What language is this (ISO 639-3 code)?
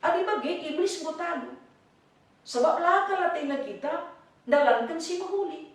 btx